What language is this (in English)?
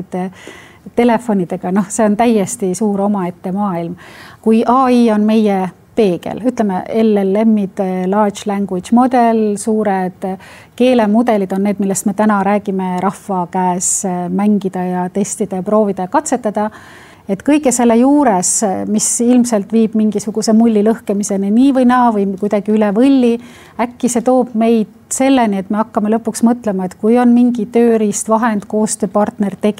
Estonian